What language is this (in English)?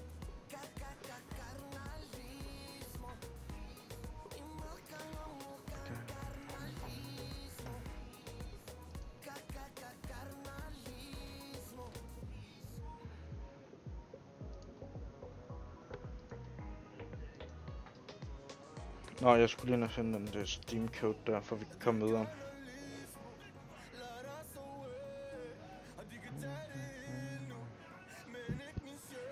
Danish